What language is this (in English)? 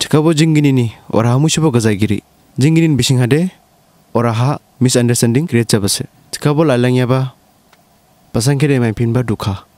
Dimasa